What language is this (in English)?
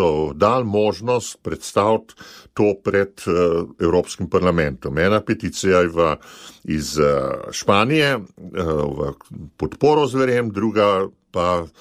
Slovenian